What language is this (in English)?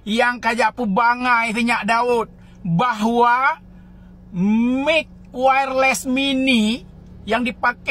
Achinese